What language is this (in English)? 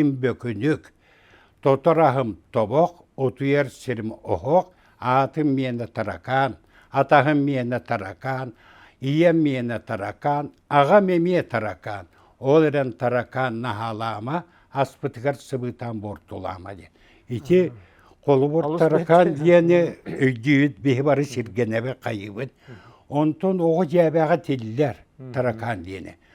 Yakut